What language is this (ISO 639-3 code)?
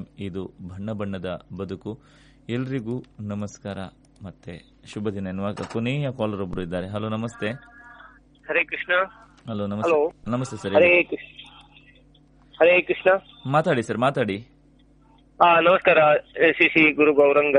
kan